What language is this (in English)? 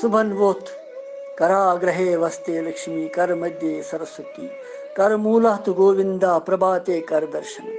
Kashmiri